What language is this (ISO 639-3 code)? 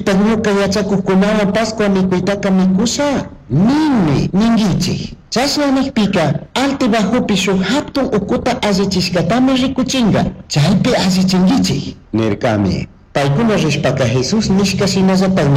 qug